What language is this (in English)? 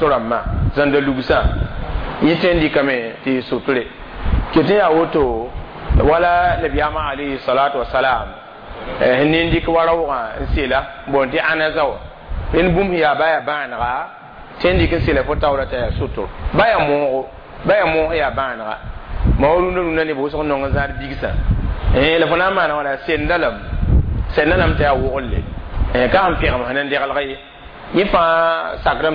Mossi